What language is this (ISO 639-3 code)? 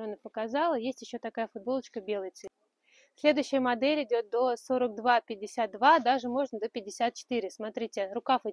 rus